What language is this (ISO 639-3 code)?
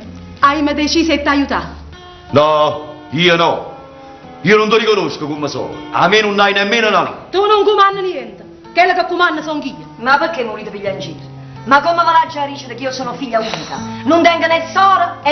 nap